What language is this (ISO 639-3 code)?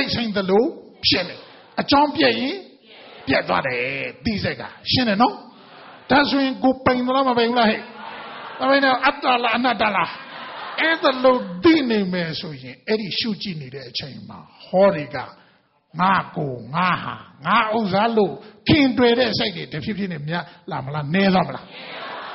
mya